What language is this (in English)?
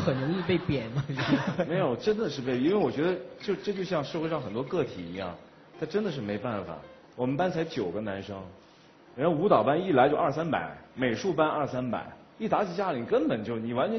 Chinese